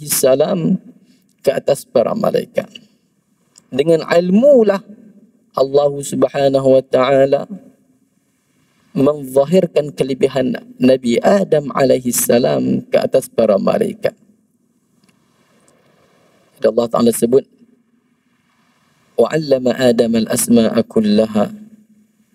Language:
Malay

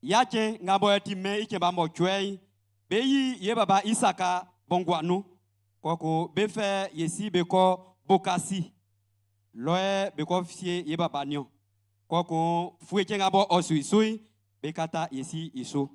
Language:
Baoulé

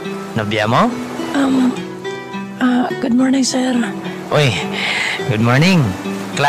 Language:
Hiligaynon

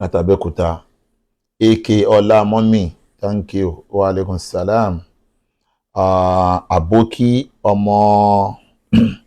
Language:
Yoruba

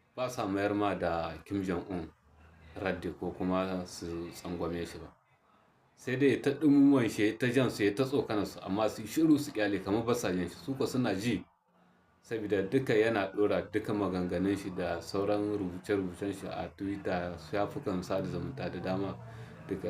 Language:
Hausa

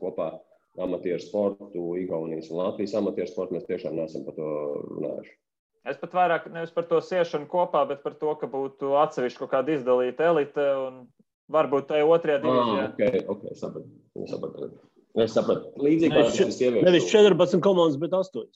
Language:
Latvian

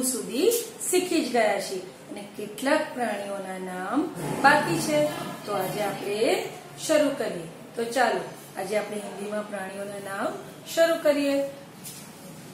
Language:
Gujarati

